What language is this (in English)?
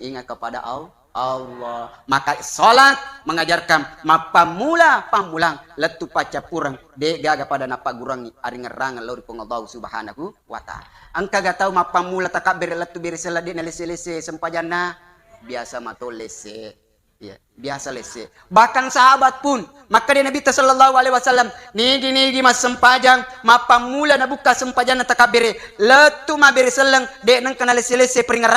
Buginese